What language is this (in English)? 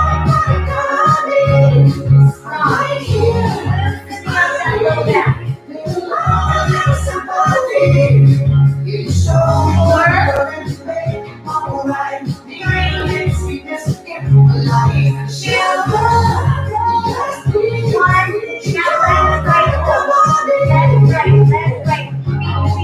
English